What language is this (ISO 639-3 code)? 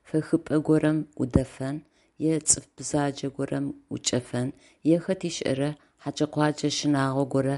ady